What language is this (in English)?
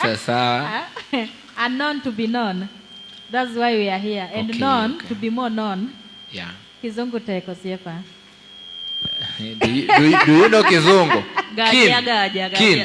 Luo (Kenya and Tanzania)